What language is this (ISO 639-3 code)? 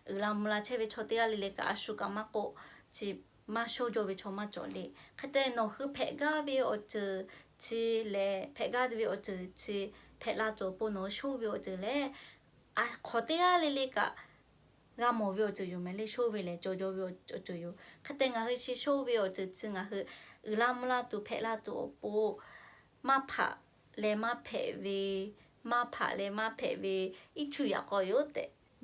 lhu